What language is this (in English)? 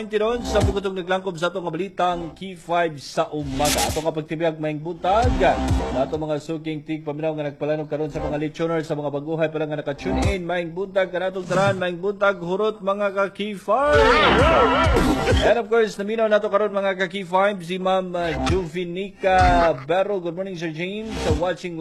Cebuano